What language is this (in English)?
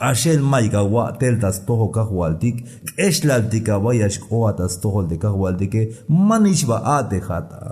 Tzeltal